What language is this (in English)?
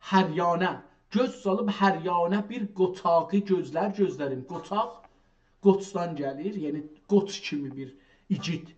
South Azerbaijani